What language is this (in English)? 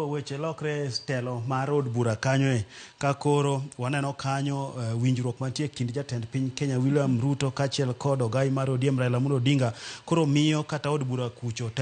Luo (Kenya and Tanzania)